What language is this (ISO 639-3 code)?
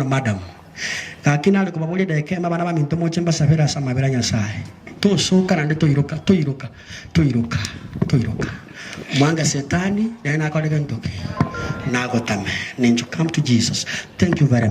guz